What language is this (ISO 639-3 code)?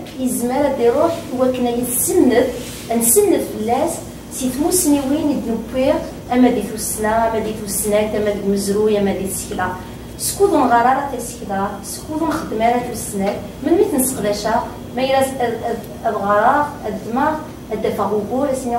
kab